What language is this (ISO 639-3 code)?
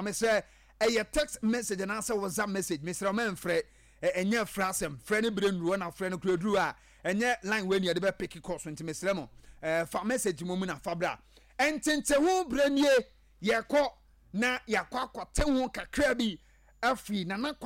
aka